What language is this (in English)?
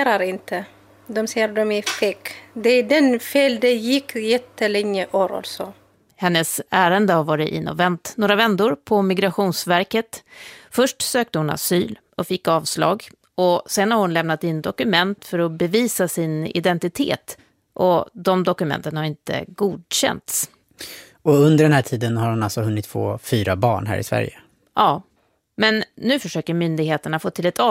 Swedish